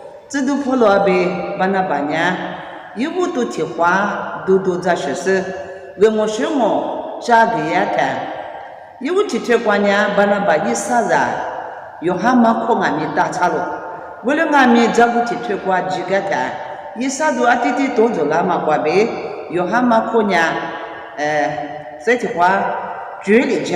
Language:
Lisu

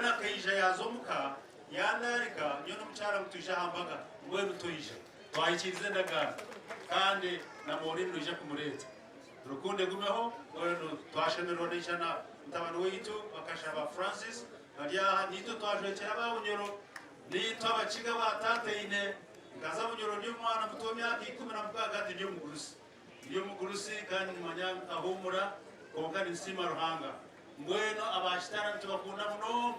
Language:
Nyankole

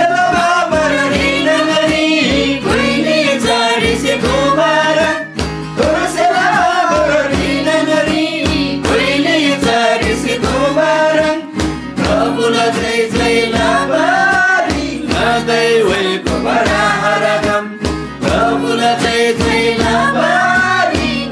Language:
Eastern Tamang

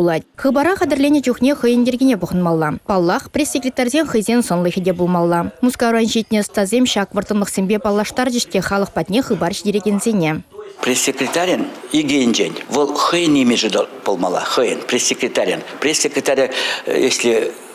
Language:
Chuvash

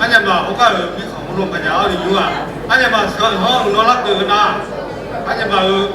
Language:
Akha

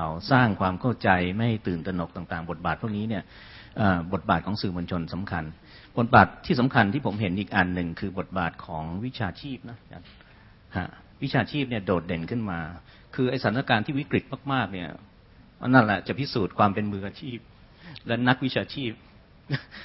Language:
Thai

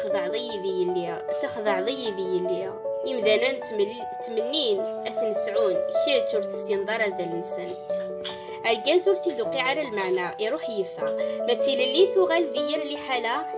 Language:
Kabyle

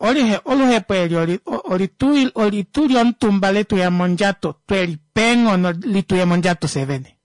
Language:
Kuanyama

